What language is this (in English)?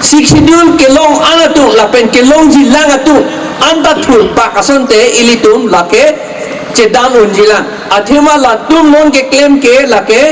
Karbi